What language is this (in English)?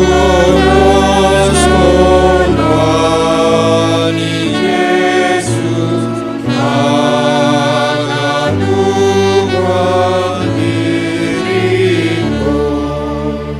Batak Simalungun